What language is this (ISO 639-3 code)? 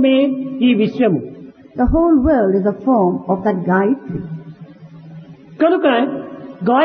tel